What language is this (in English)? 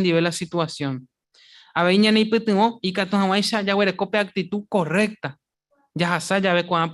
Guarani